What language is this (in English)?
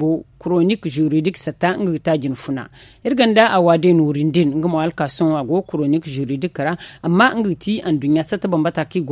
Zarma